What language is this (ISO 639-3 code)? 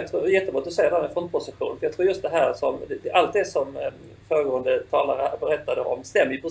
swe